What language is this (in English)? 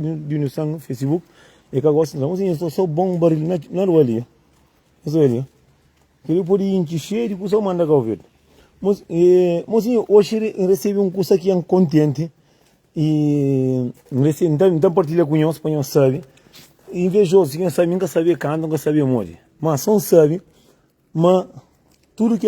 Kabuverdianu